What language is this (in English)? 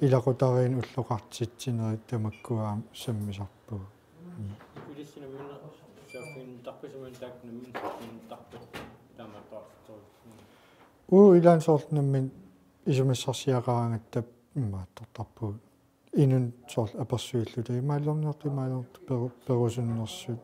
Kalaallisut